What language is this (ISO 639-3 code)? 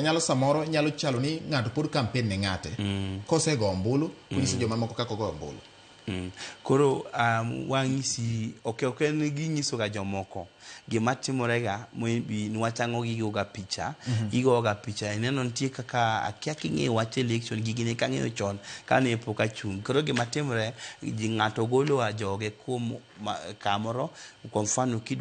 luo